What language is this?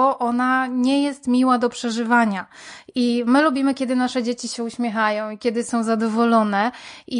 Polish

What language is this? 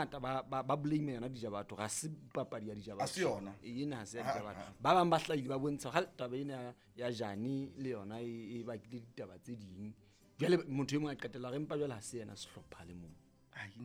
Southern Sotho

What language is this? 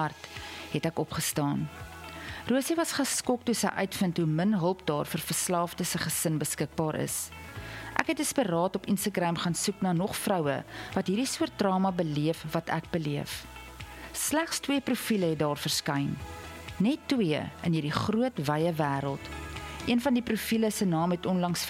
Afrikaans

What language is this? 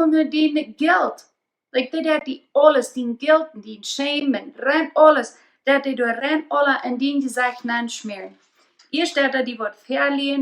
Plautdietsch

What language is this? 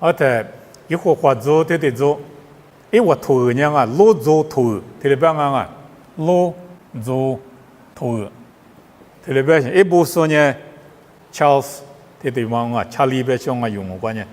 Lisu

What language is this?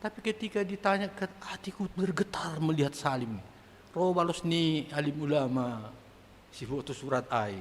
Batak Simalungun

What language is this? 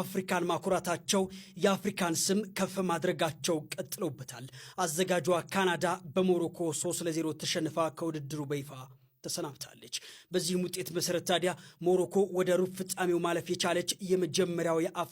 Amharic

